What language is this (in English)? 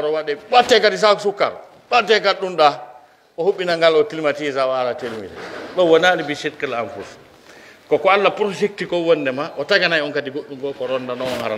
Pular